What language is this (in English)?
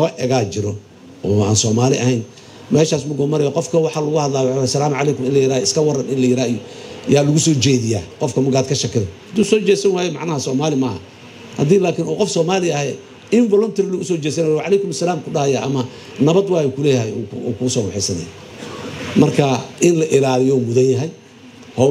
Somali